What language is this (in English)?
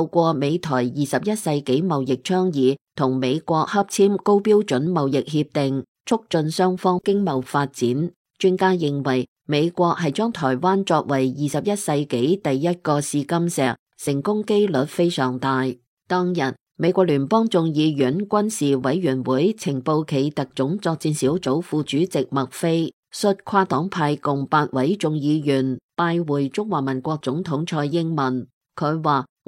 Cantonese